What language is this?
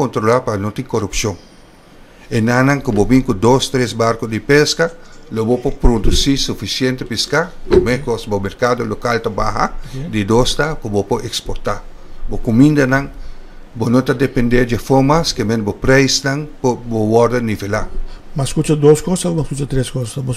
Papiamento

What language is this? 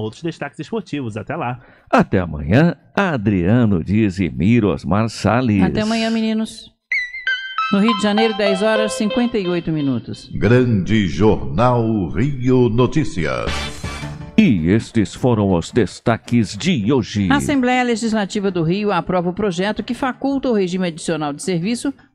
Portuguese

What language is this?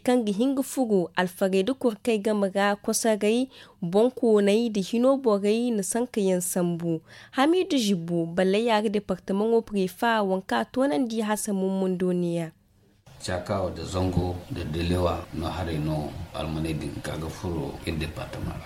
Zarma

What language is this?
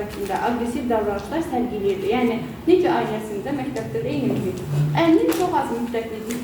Azerbaijani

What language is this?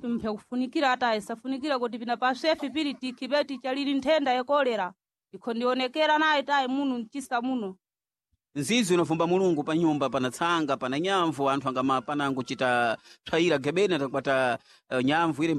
Sena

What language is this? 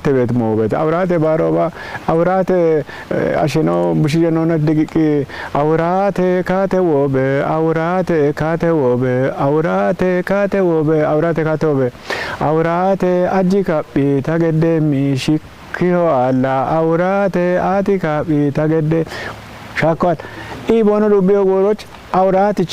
Kafa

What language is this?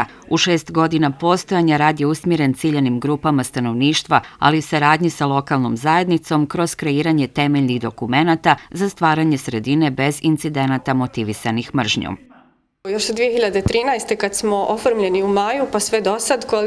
Bosnian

